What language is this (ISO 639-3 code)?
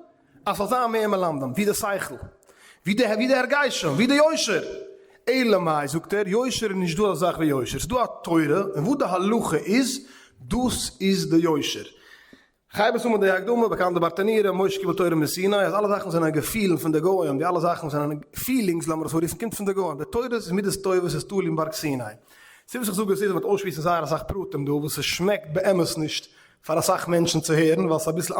yid